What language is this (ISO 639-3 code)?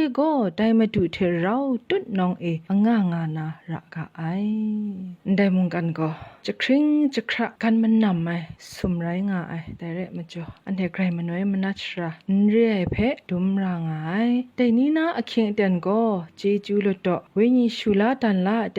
kac